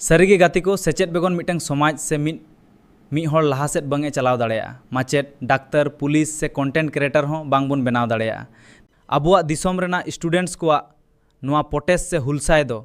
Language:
Santali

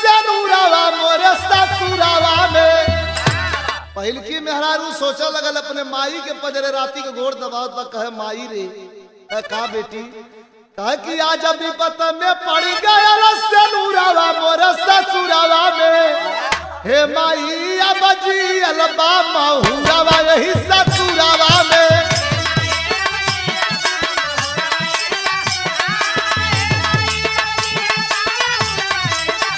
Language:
Bhojpuri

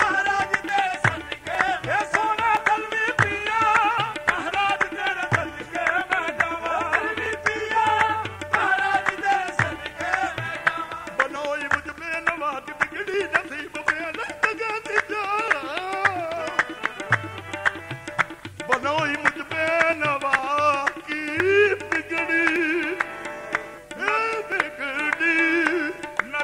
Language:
Punjabi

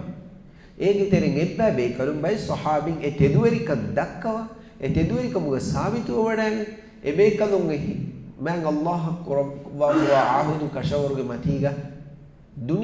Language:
Divehi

